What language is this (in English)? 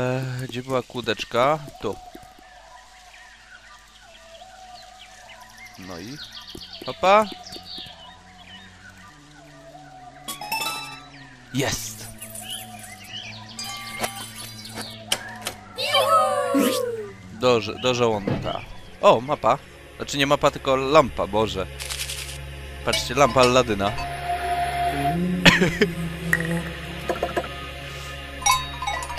Polish